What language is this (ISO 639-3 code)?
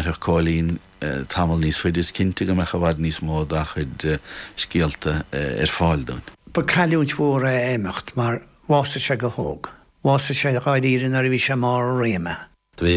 gle